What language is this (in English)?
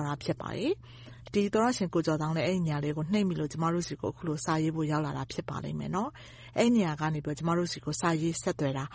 Burmese